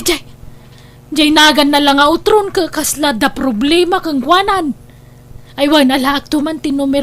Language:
Iloko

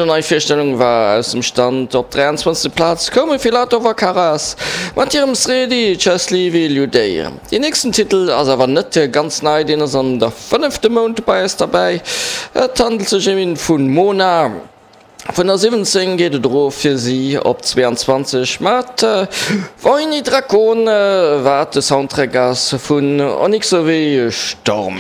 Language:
Luxembourgish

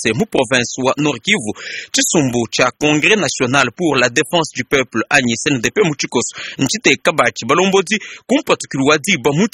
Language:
Luba-Lulua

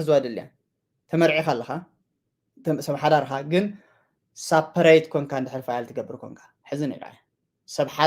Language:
Tigrinya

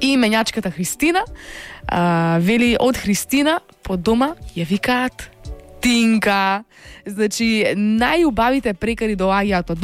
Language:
Macedonian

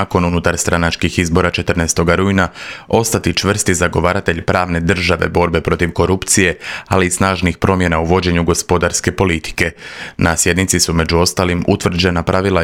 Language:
Croatian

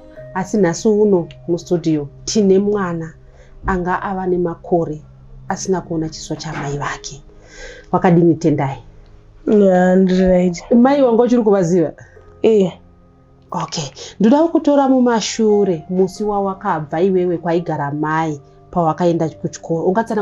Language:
Shona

